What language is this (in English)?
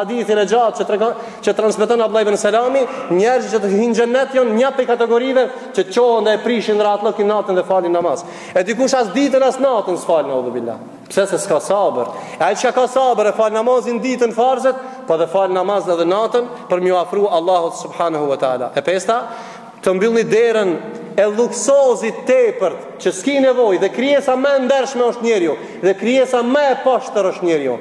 Albanian